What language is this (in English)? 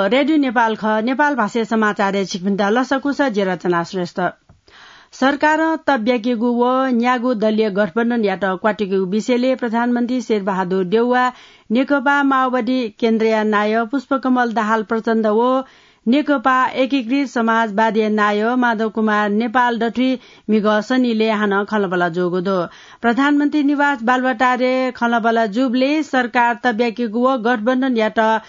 Newari